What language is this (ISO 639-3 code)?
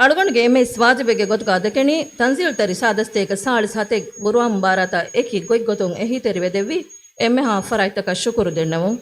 div